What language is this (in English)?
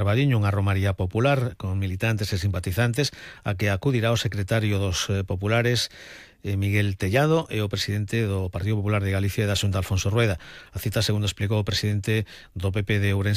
Galician